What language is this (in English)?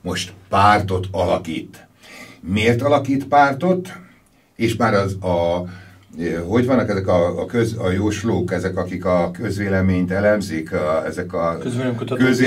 Hungarian